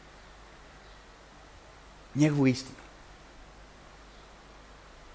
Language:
Croatian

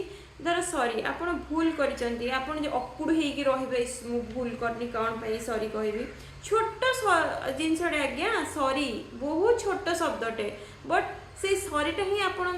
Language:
Odia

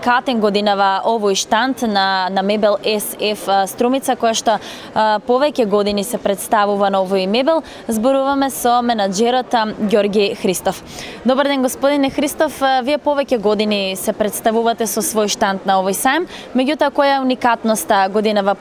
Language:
Macedonian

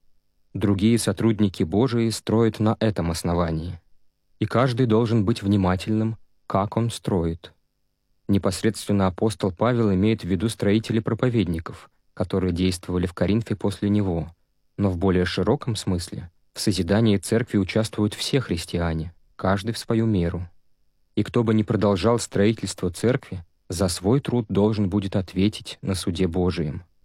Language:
Russian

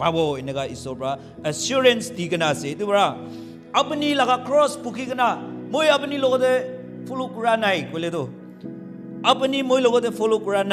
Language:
Naga Pidgin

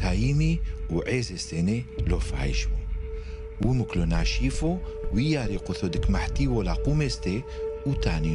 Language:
Turoyo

